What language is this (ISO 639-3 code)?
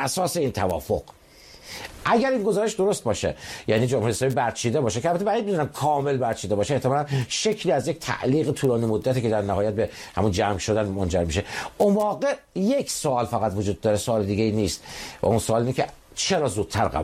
fas